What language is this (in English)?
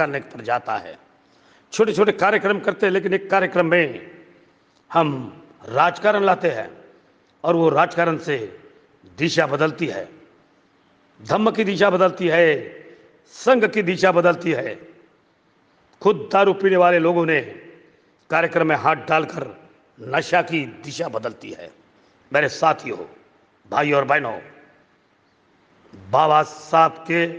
Hindi